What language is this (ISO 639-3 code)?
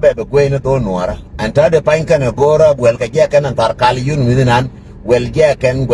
nus